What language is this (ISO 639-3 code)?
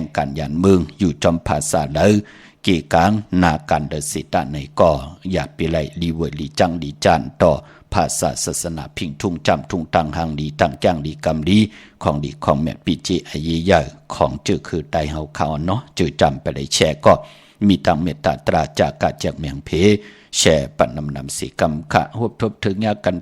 shn